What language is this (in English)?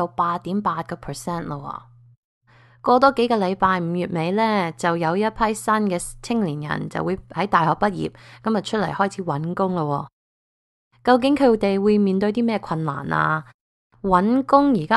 Cantonese